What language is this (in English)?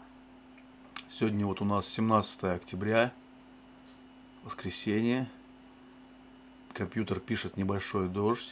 Russian